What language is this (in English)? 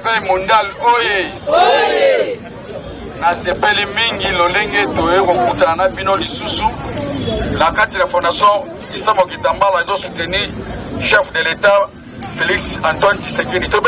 Lingala